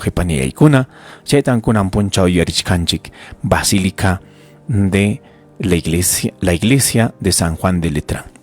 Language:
Ayacucho Quechua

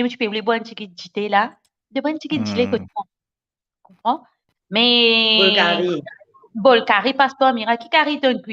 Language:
Morisyen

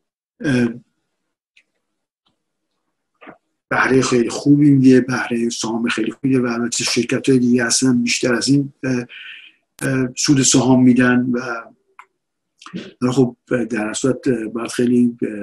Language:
Persian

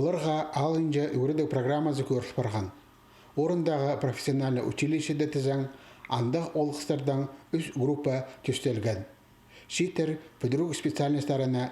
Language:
Khakas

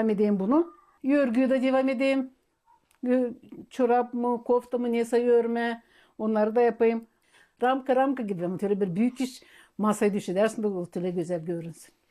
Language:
Gagauz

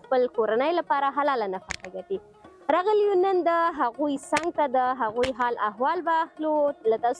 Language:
Pashto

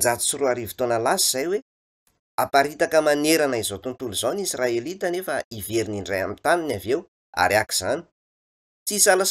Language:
Malagasy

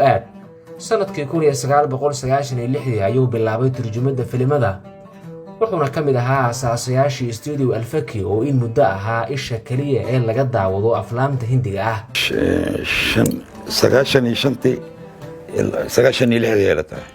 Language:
Somali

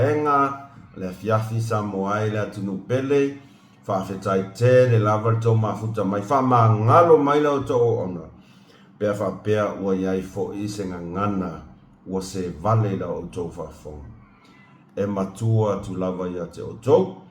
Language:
Samoan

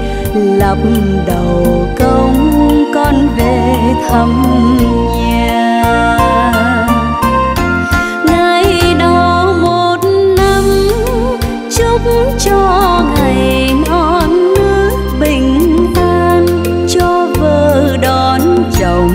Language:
Vietnamese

